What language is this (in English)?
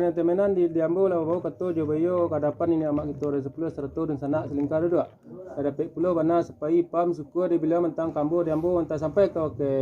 Minangkabau